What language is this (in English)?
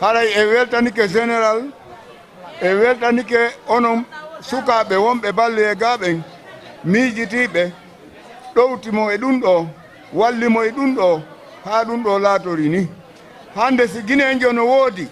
Fula